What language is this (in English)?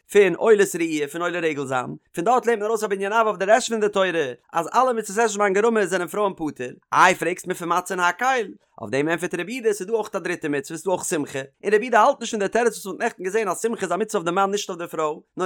Yiddish